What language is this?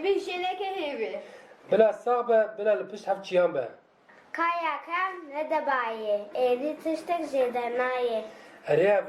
Kurdish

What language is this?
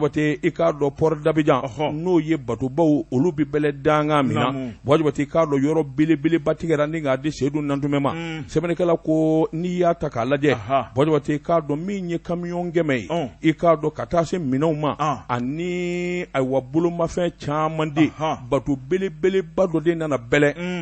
Bambara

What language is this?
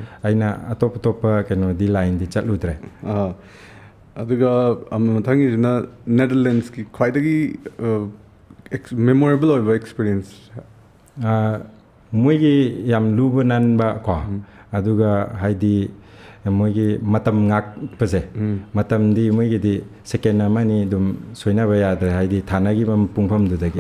Manipuri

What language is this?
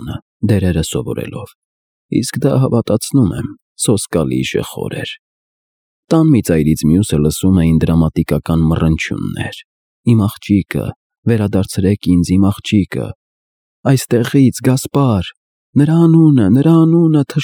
Armenian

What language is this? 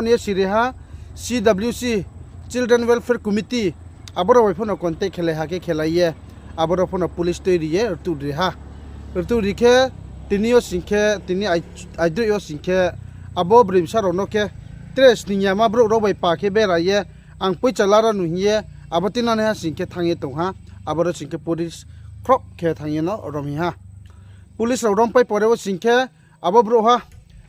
Riang (India)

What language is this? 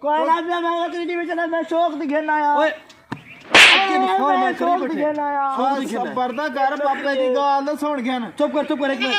Saraiki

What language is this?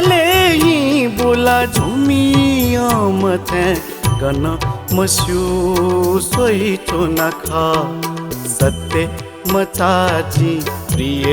Newari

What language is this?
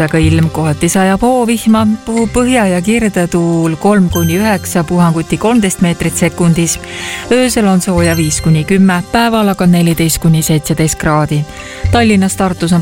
Estonian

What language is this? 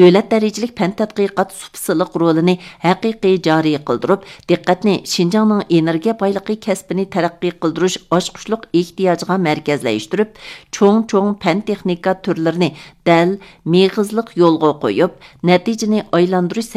Uyghur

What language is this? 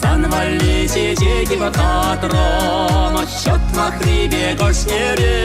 Chuvash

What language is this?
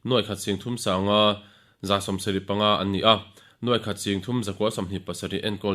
Mizo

